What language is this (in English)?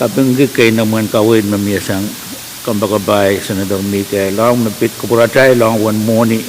Pohnpeian